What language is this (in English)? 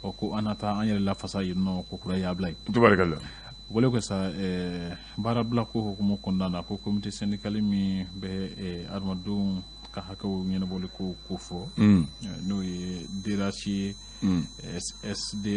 Bambara